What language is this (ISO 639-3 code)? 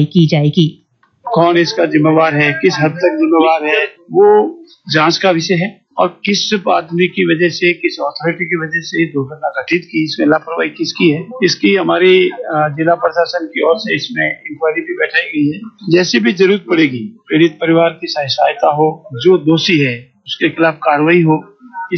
hin